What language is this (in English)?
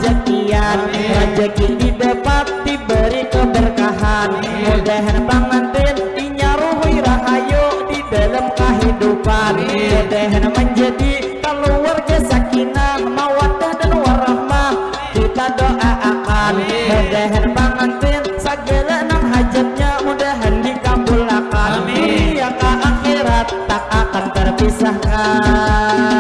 Banjar